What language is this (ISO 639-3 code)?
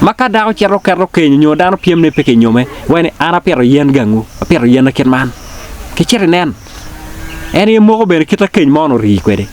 ach